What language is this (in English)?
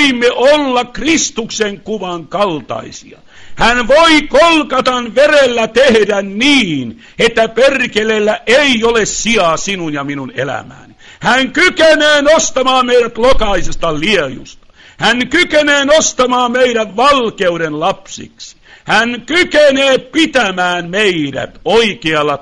Finnish